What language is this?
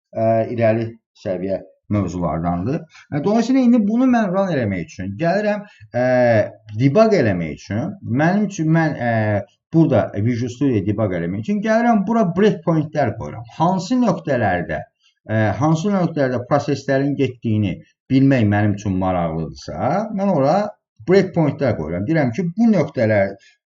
Azerbaijani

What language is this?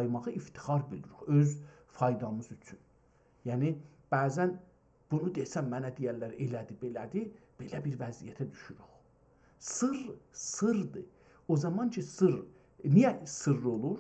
South Azerbaijani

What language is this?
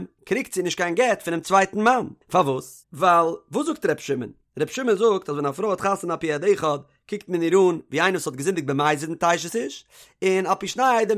Yiddish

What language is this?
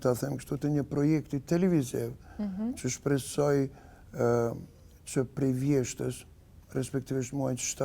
Albanian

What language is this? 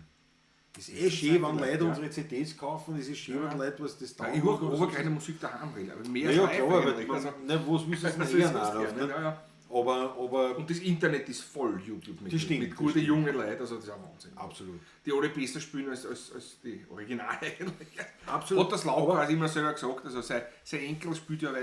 Bavarian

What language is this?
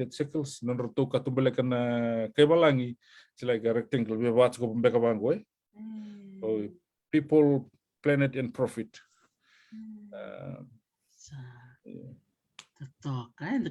Fijian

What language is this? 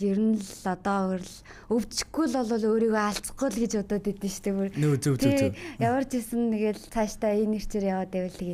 Mongolian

